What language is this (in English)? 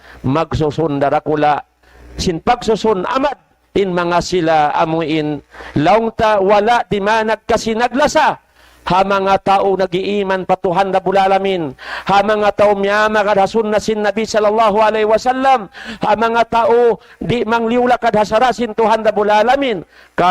Tausug